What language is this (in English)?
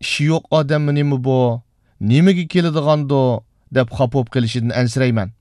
Uyghur